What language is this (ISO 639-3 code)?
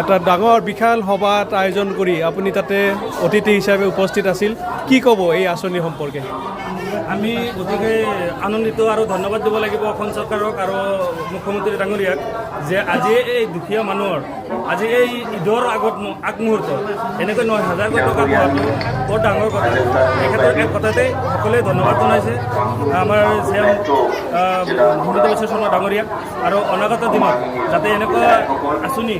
asm